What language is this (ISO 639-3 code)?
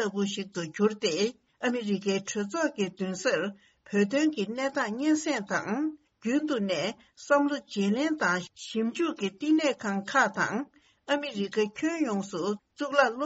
bod